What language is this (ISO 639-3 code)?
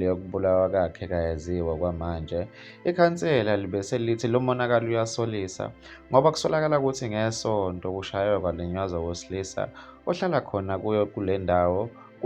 zul